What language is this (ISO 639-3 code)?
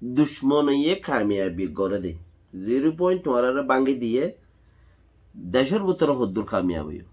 rhg